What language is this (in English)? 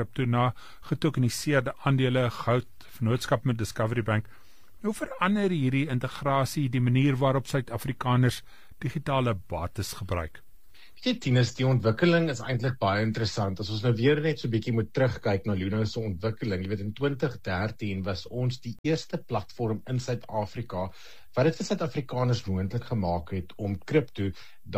Afrikaans